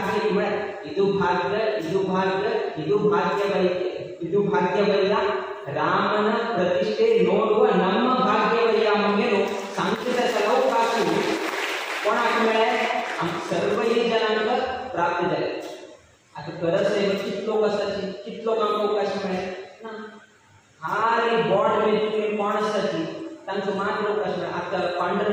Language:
Konkani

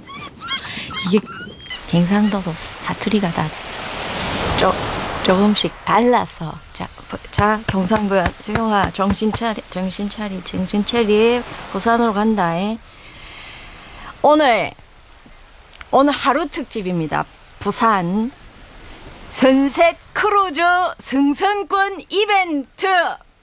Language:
Korean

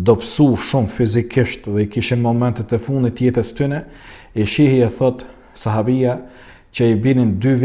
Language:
Albanian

